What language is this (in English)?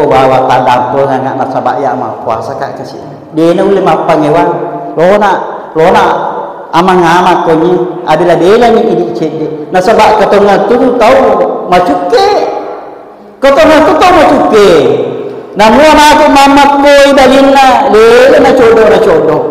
Buginese